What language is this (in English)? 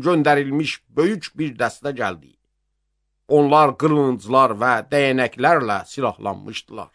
Azerbaijani